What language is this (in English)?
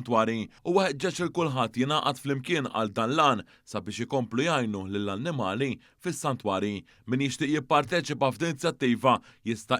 Maltese